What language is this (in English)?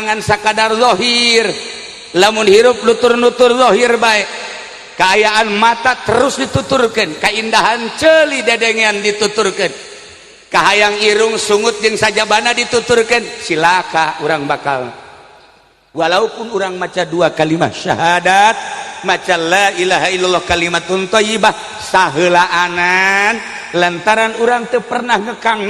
Sundanese